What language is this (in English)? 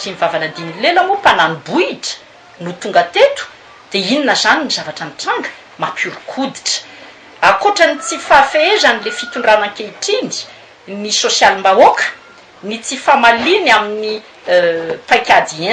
Malagasy